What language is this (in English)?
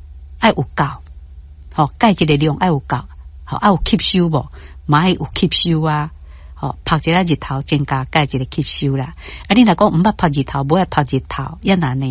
Min Nan Chinese